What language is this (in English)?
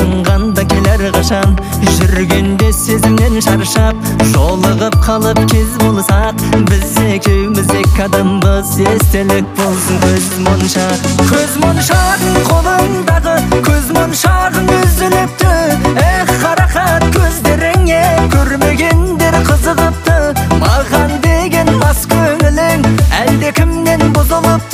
Kazakh